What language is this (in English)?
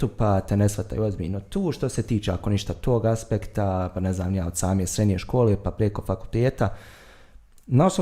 Bosnian